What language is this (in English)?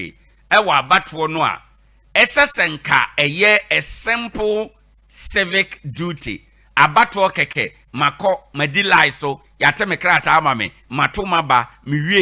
Akan